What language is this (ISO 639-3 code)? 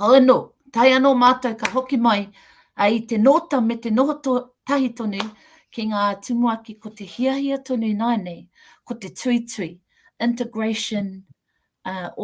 mri